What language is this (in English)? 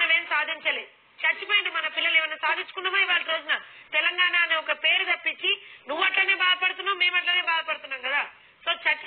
Telugu